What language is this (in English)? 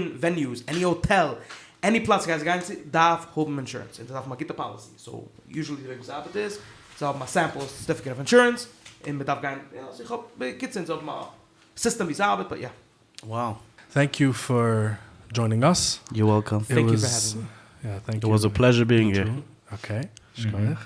Yiddish